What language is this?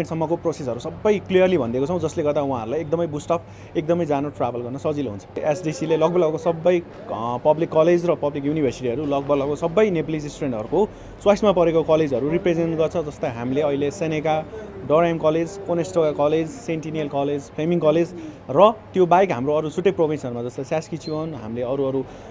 Nepali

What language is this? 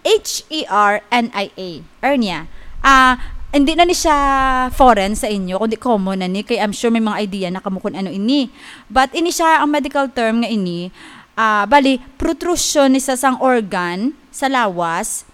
Hiligaynon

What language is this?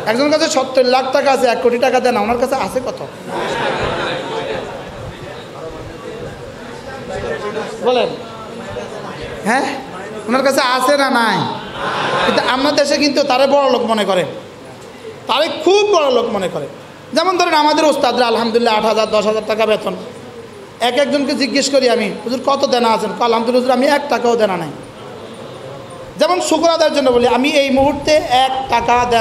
Bangla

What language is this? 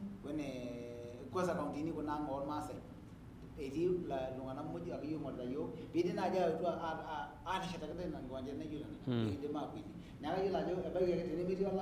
Masai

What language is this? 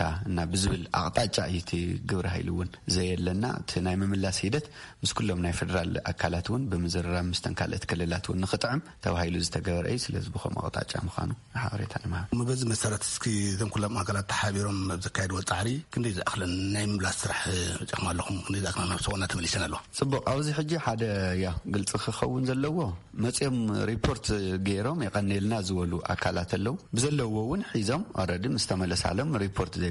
Tigrinya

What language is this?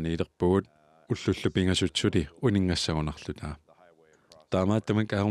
Kalaallisut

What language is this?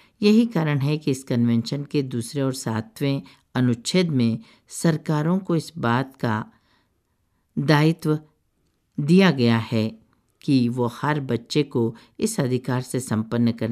Hindi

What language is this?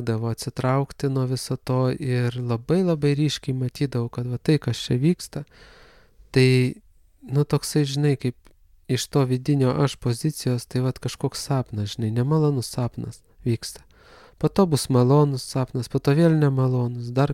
Lithuanian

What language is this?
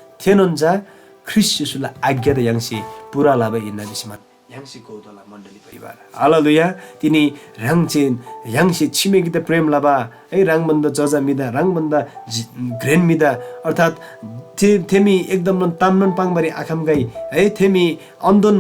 Eastern Tamang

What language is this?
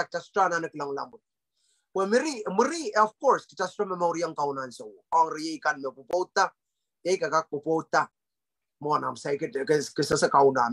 Pohnpeian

